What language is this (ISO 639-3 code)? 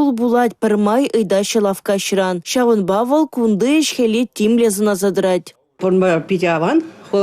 chv